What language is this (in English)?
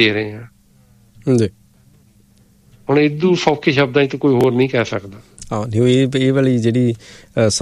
Punjabi